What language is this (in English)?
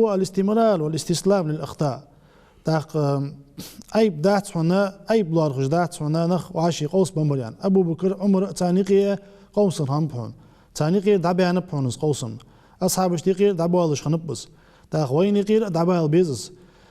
Ingush